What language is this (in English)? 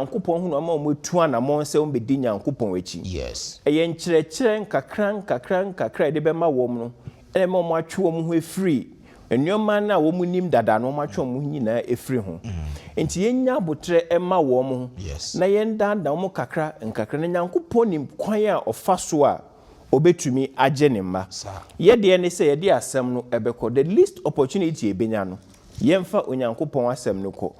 Akan